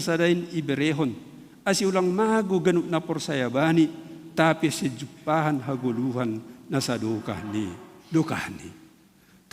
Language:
Batak Simalungun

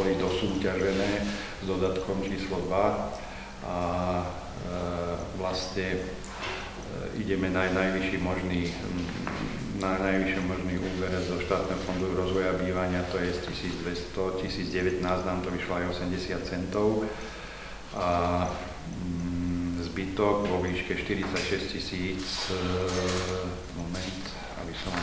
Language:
Slovak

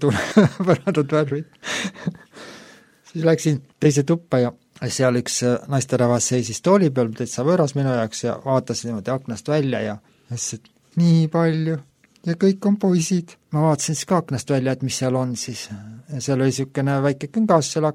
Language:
Estonian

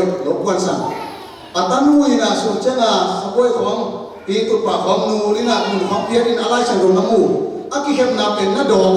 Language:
Tedim Chin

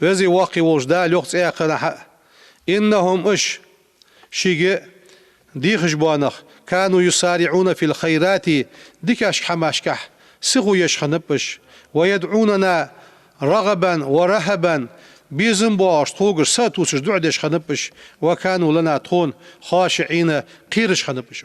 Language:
Ingush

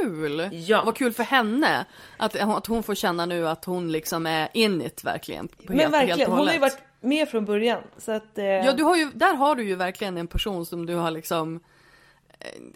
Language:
Swedish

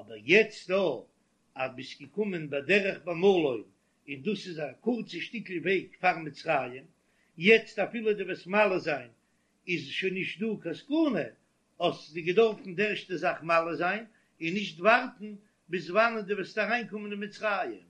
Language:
Yiddish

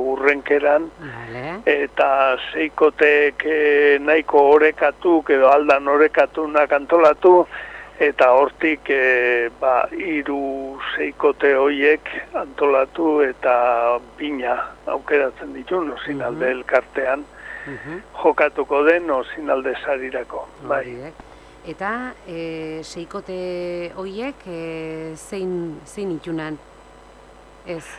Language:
Basque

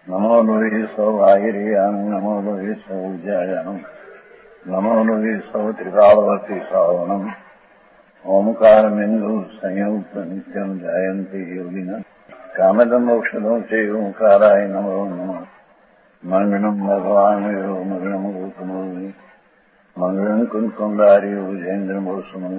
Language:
Gujarati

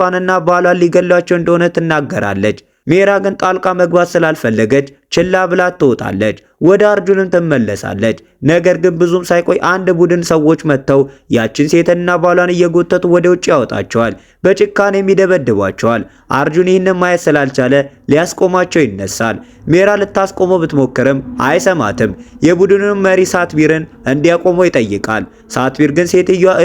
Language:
Amharic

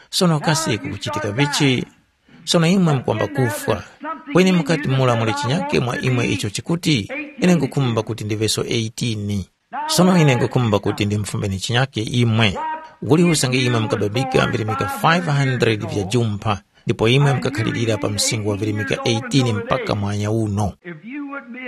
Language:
Tumbuka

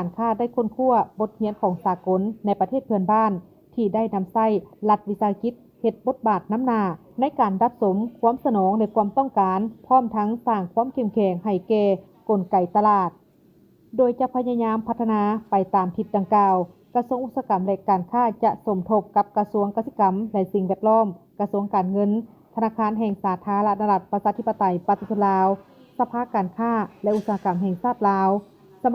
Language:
Lao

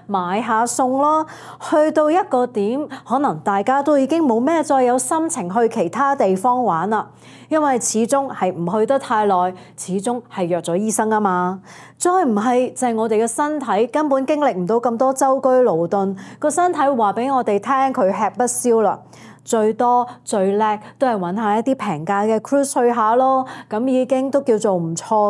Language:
Cantonese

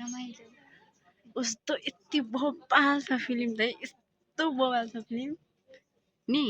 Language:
Nepali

